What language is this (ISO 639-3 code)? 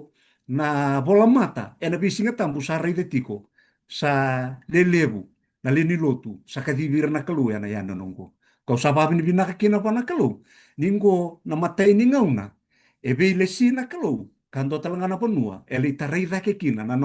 fij